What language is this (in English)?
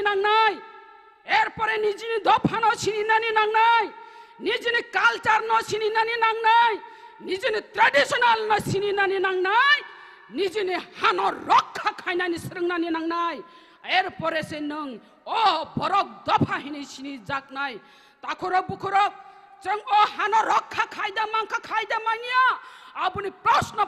Kok Borok